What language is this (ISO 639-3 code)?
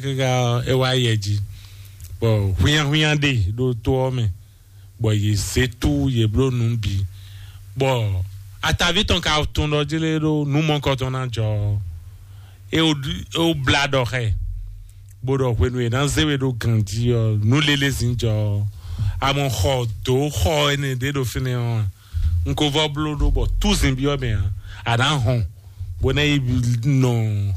fon